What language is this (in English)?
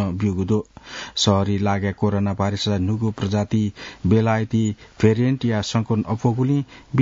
Newari